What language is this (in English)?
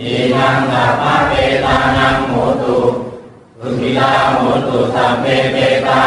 Pali